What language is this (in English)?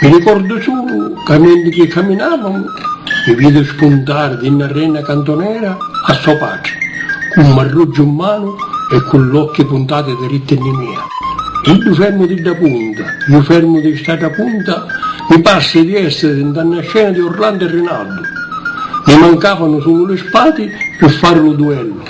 Sicilian